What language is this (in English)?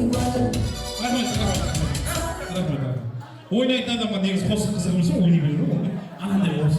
Kara-Kalpak